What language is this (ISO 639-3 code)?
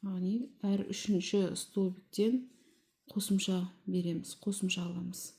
kaz